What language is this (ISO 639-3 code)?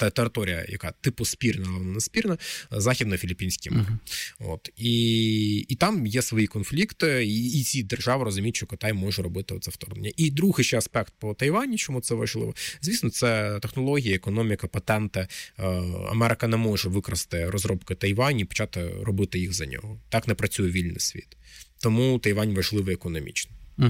ukr